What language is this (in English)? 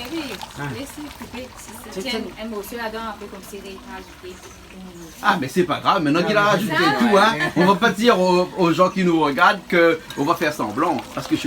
Réunion Creole French